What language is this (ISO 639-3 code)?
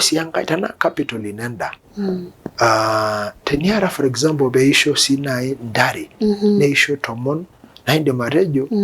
mas